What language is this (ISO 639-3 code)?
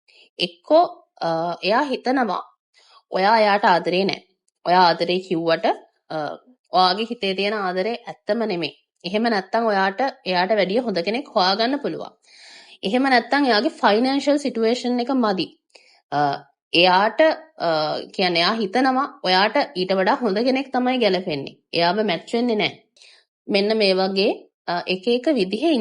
sin